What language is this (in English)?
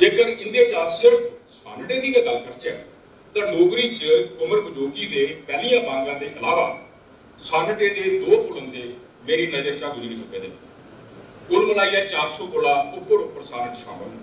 Dogri